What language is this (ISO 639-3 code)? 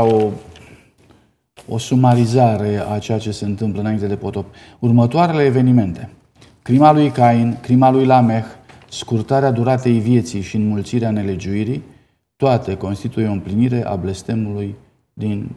ron